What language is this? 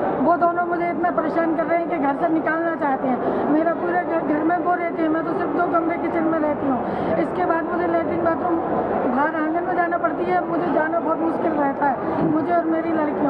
Hindi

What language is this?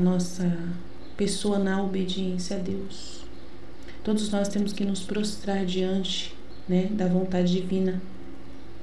Portuguese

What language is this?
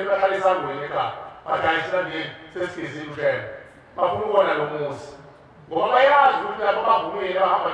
Zulu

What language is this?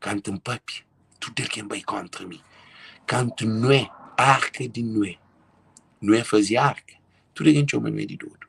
Kabuverdianu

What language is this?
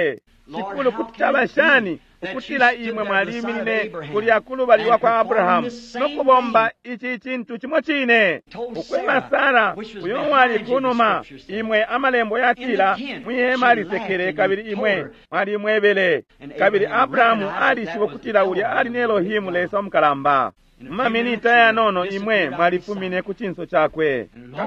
Bemba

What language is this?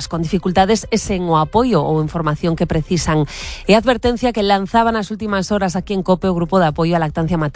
Galician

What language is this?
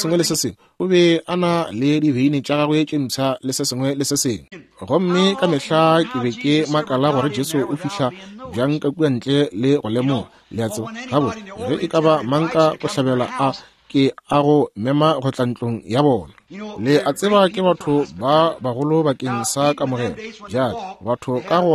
Northern Sotho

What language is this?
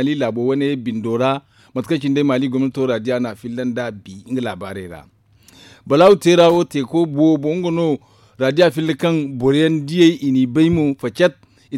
Zarma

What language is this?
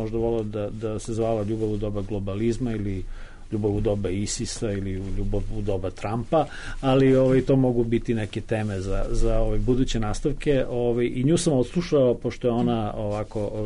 Serbian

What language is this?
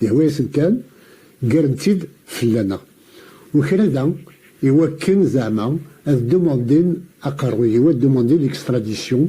Kabyle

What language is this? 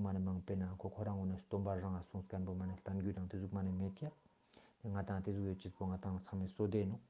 Ladakhi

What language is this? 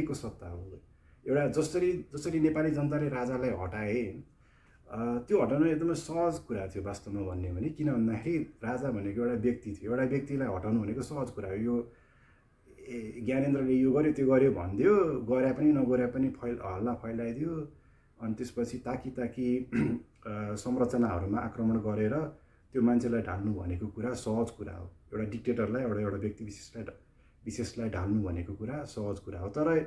Nepali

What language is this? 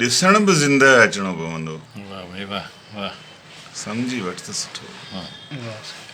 Sindhi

